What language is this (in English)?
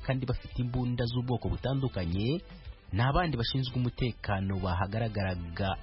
Kinyarwanda